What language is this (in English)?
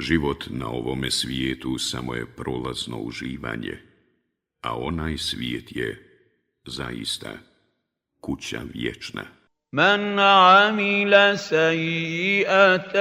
Bosnian